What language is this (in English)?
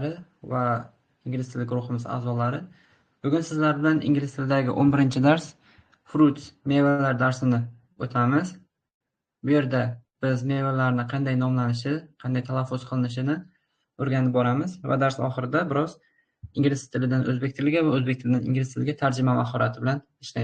Uzbek